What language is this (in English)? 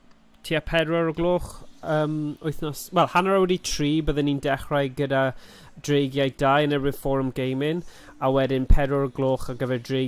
Welsh